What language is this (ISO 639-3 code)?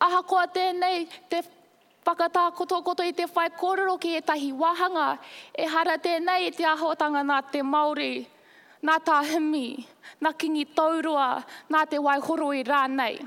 mri